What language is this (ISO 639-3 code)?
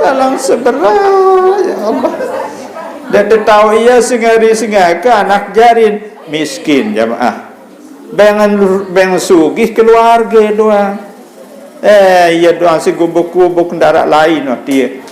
sas